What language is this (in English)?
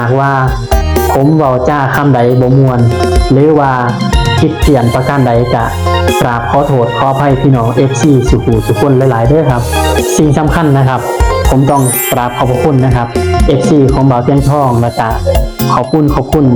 Northeastern Thai